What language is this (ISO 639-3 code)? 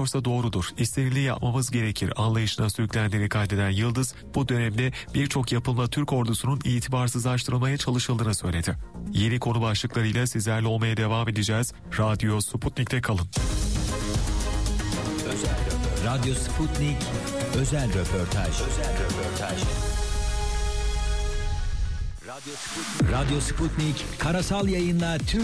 tur